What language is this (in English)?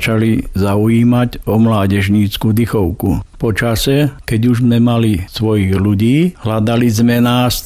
Slovak